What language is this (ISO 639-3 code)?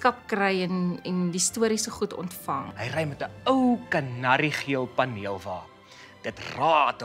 afr